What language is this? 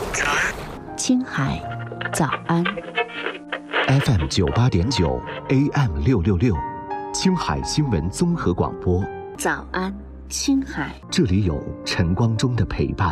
Chinese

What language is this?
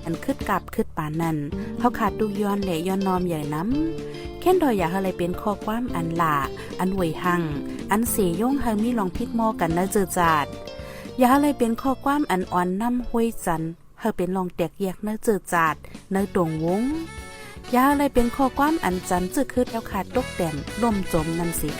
Shan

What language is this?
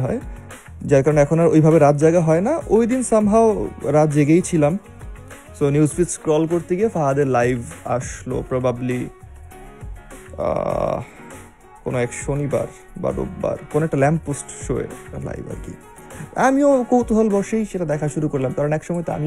Bangla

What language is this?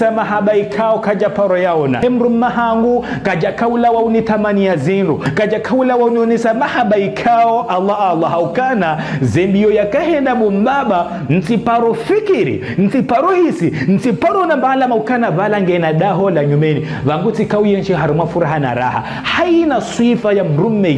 Ngazidja Comorian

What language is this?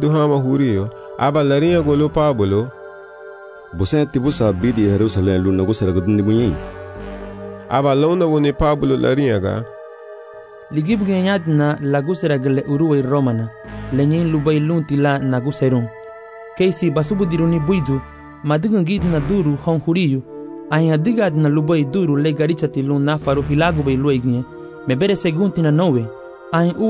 Garifuna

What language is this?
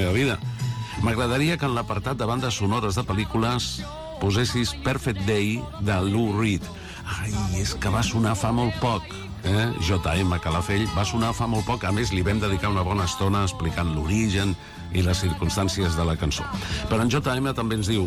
Catalan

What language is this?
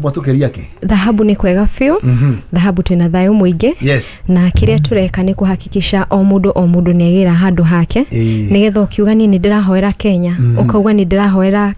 Kikuyu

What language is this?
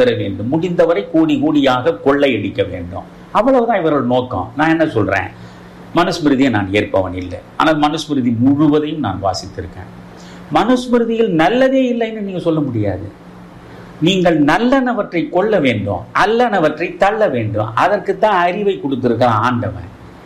Tamil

